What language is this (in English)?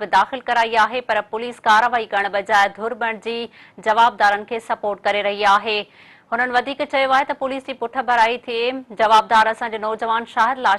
Sindhi